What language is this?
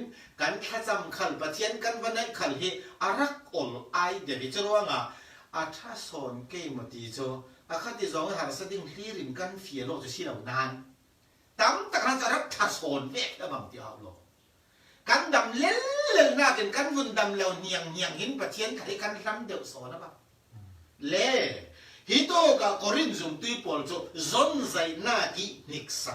Falam Chin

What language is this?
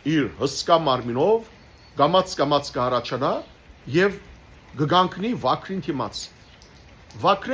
Western Armenian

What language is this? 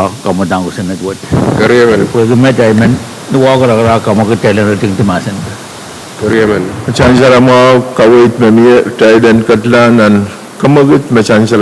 Pohnpeian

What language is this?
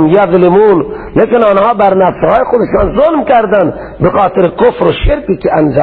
Persian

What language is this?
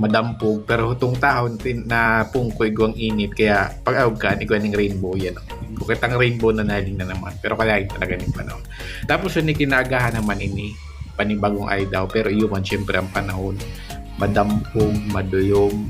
Bikol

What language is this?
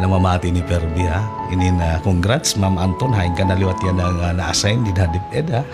Waray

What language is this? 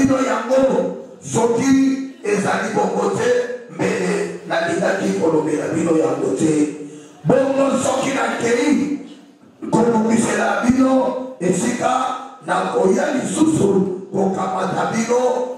Lingala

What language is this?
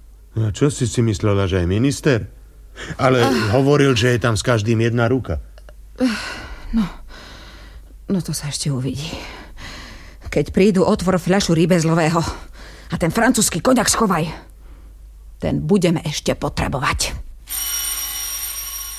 Slovak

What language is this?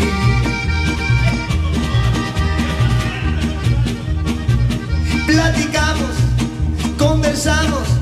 Spanish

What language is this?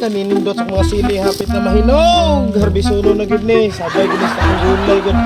Cebuano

